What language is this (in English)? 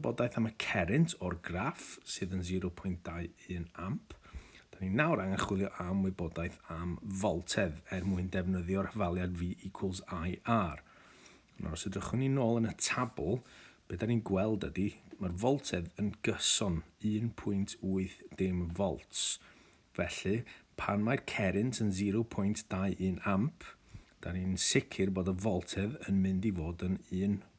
Welsh